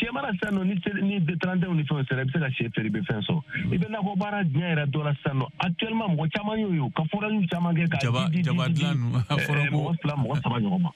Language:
Bambara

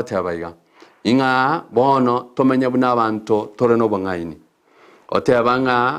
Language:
Gusii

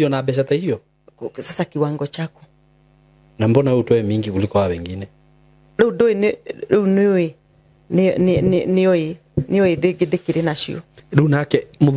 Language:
Kikuyu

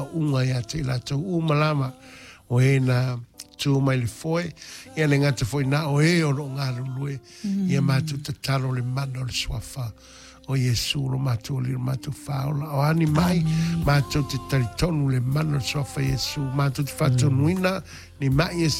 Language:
Samoan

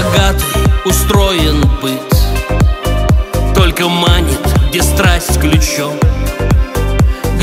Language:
Russian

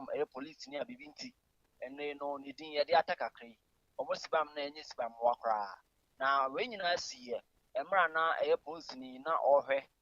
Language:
Akan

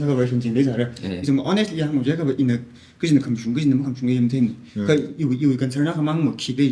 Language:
Tangkhul Naga (India)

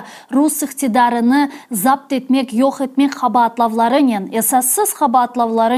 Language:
Crimean Tatar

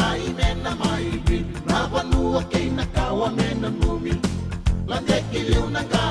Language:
Fijian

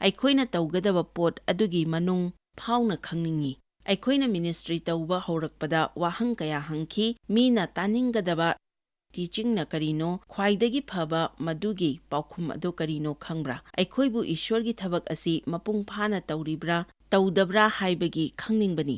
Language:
Manipuri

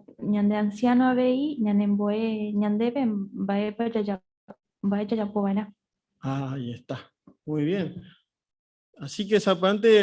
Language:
Guarani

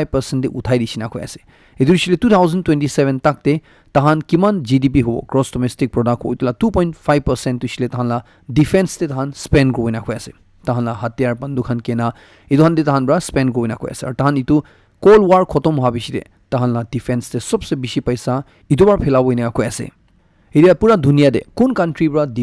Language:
Naga Pidgin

